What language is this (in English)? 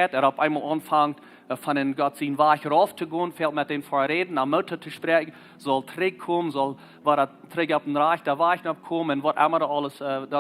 Plautdietsch